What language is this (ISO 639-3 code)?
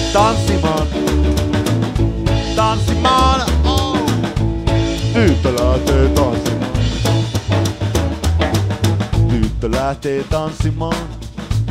fin